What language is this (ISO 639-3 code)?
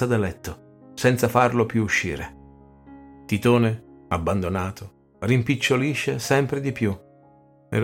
ita